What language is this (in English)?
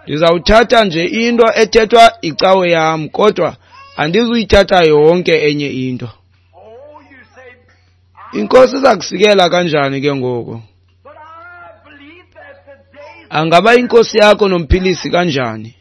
Xhosa